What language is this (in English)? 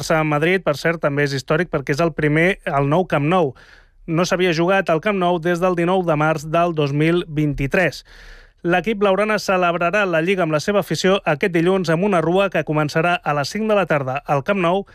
Catalan